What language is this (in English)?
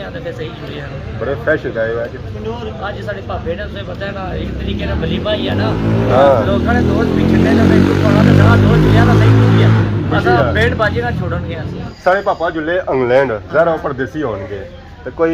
Pahari-Potwari